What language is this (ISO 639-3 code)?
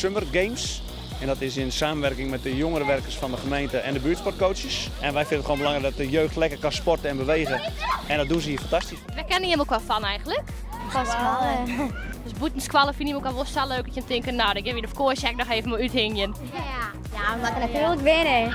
fry